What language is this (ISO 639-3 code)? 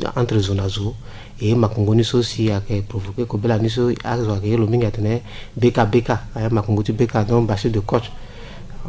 sag